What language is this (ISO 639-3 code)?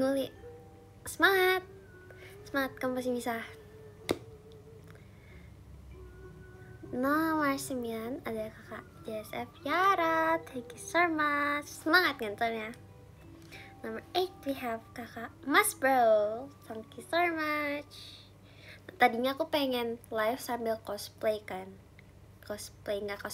ind